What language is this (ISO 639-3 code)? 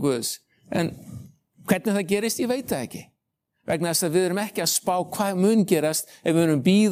isl